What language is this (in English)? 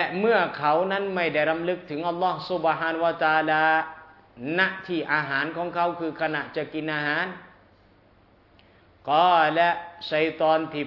Thai